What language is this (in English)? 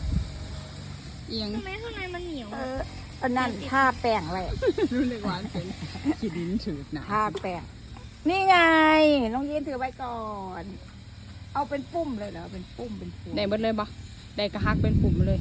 Lao